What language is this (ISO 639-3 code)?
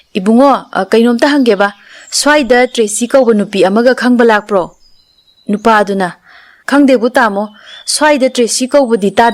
mni